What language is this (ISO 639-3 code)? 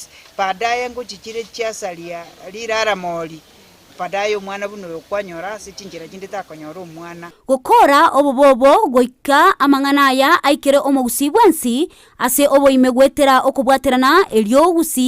guz